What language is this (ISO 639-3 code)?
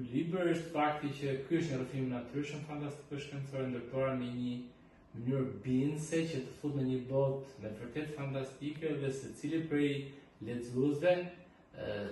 sqi